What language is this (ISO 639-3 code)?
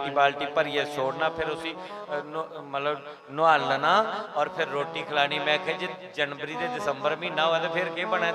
doi